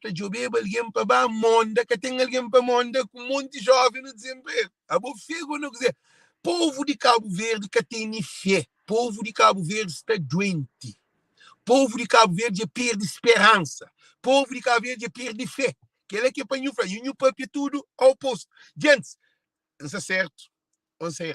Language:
Kabuverdianu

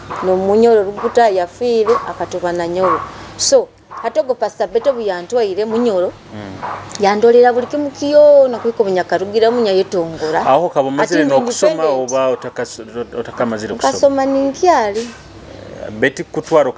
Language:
Nyoro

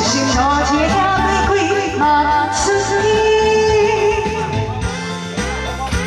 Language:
Min Nan Chinese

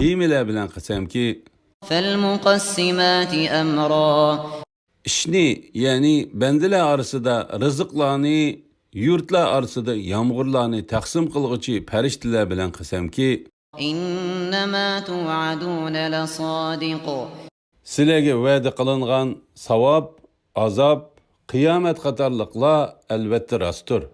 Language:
Uyghur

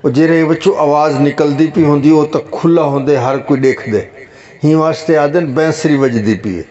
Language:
Saraiki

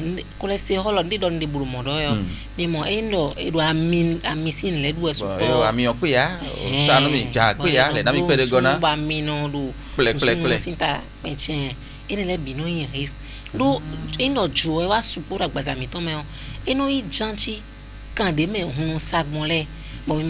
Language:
Fon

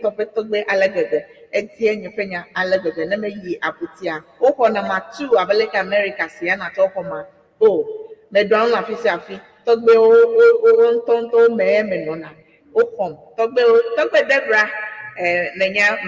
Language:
Ewe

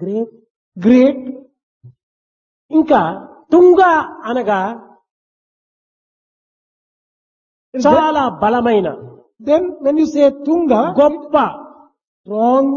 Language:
Telugu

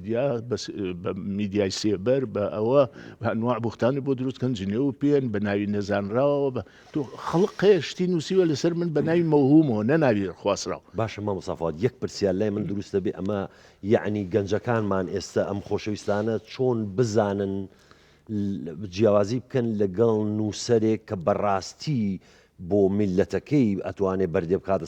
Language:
Central Kurdish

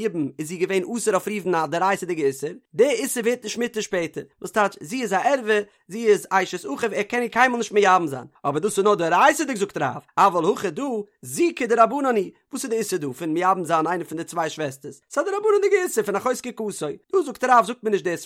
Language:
Yiddish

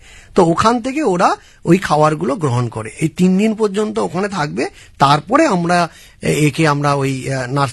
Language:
Bangla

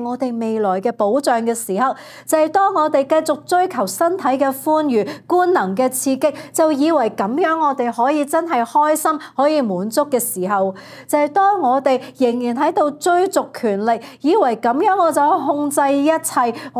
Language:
Cantonese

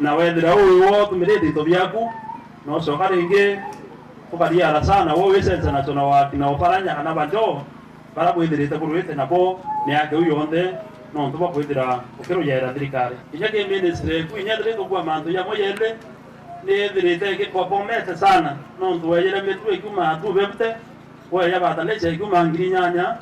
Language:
Meru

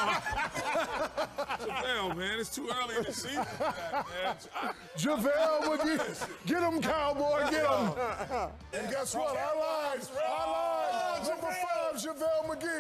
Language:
English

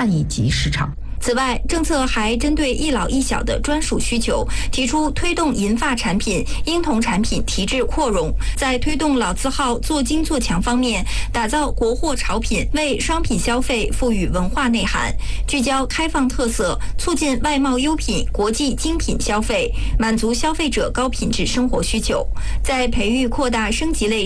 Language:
Chinese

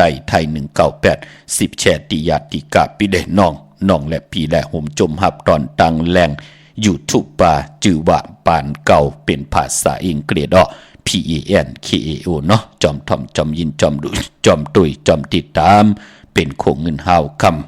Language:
Shan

